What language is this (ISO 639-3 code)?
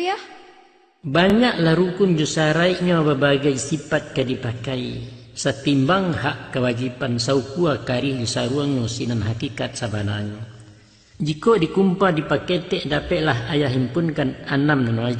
min